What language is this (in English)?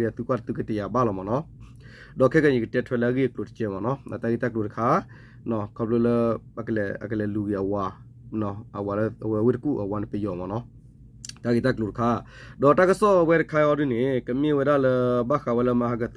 S'gaw Karen